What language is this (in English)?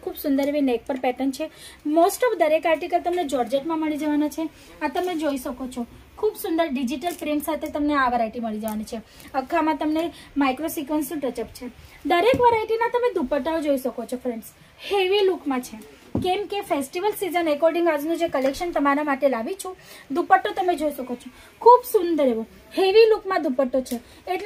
Gujarati